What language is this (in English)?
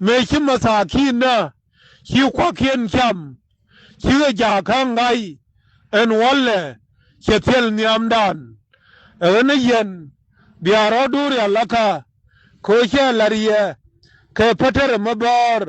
Nuer